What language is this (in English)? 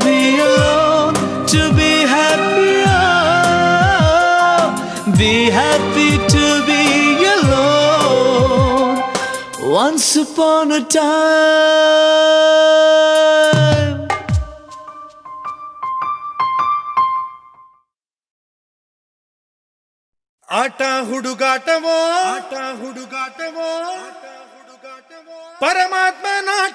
Kannada